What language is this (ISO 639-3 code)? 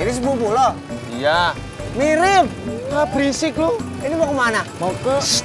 bew